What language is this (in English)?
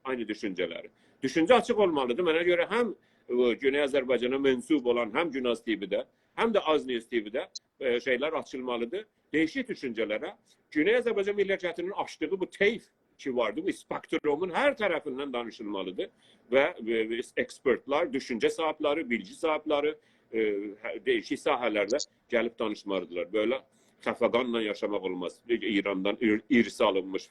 South Azerbaijani